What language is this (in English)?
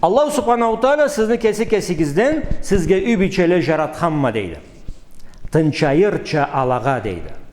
Karachay-Balkar